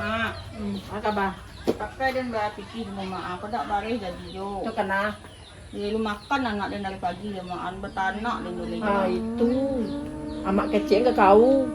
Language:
Minangkabau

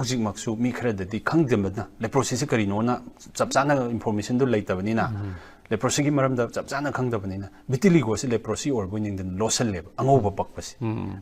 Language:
Manipuri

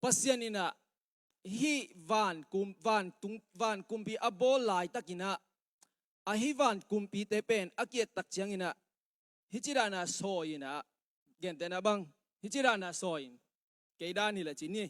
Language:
Tedim Chin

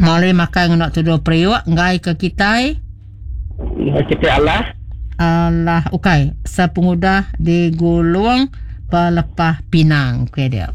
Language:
Iban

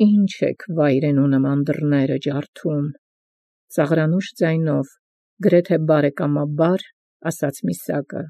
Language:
Armenian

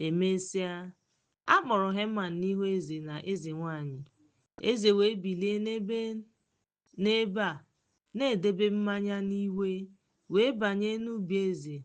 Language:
Igbo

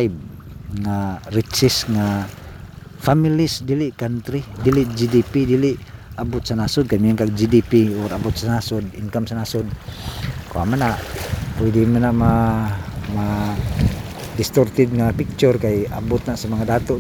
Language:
Cebuano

